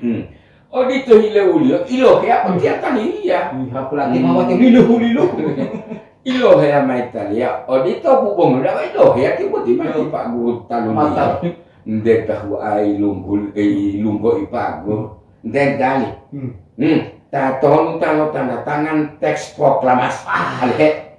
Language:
Gorontalo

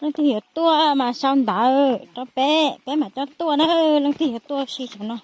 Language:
Hmong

